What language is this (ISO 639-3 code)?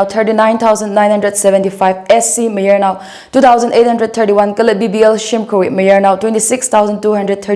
nmf